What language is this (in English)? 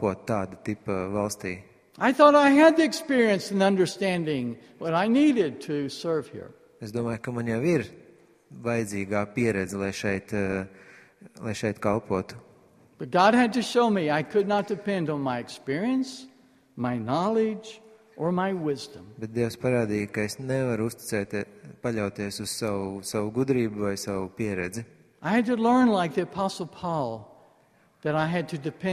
Latvian